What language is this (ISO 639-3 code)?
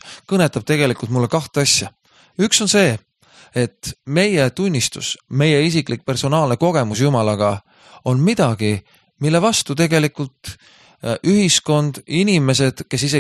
est